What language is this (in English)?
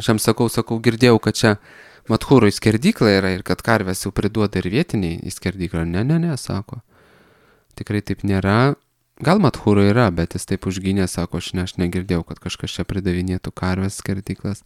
Lithuanian